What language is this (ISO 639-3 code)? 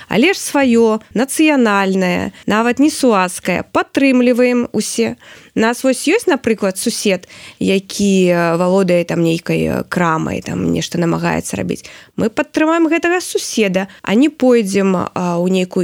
bel